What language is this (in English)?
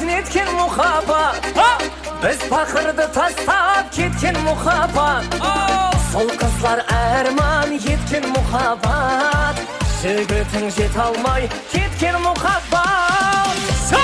Kara-Kalpak